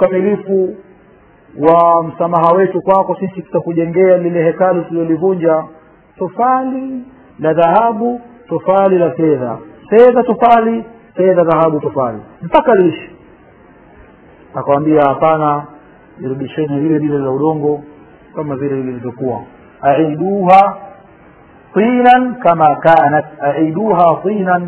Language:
Swahili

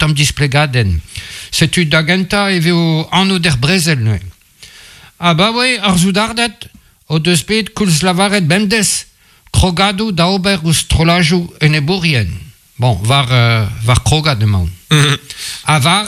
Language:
Breton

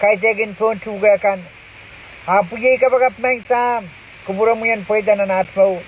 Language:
Pohnpeian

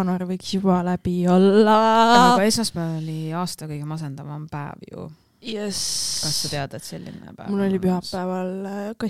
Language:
Estonian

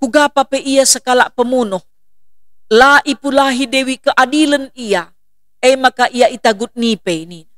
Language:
Batak Karo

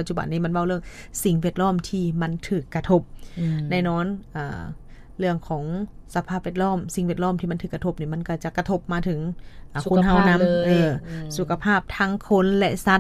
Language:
Lao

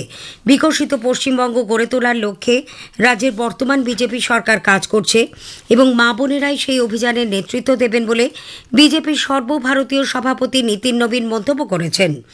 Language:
Bangla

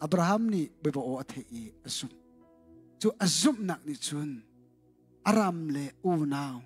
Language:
Hakha Chin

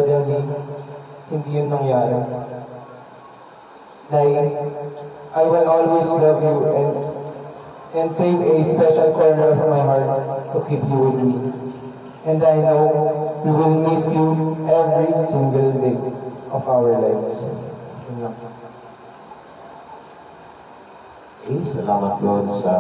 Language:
Filipino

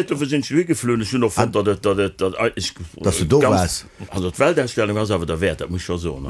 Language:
Luxembourgish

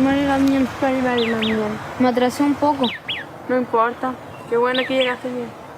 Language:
Mapuche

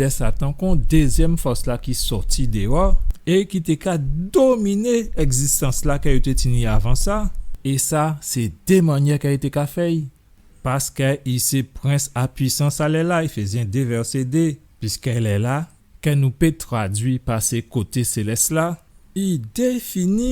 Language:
Guadeloupean Creole French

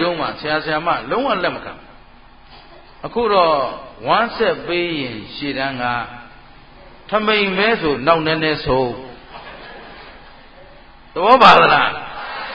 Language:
Burmese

